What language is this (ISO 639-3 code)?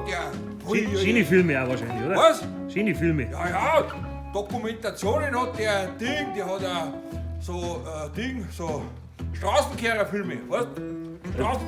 bar